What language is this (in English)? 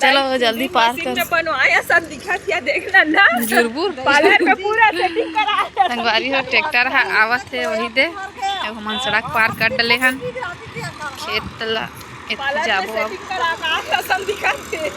Chhattisgarhi